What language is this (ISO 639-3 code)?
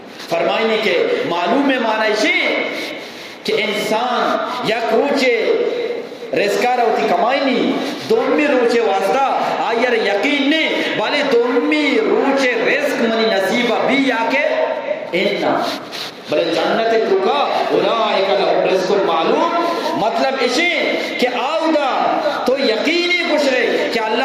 bgp